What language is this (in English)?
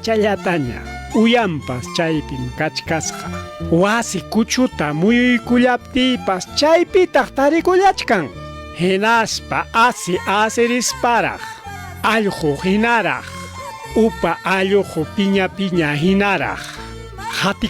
Ayacucho Quechua